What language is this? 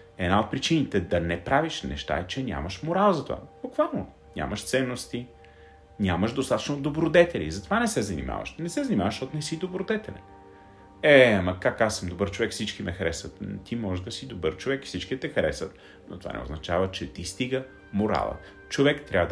Bulgarian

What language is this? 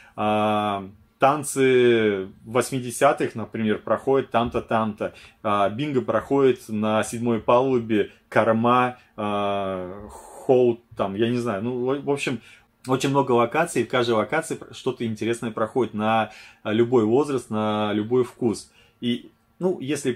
Russian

